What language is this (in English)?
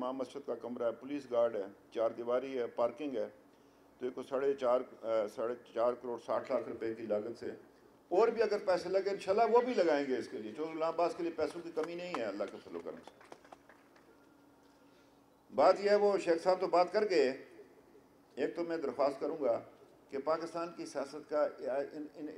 Urdu